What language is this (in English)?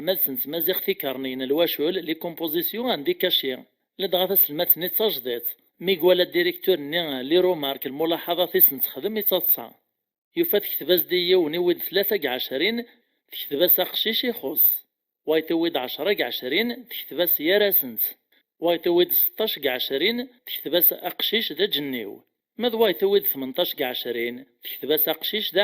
Kabyle